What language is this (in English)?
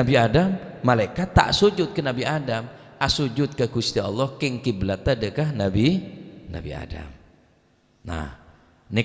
Madurese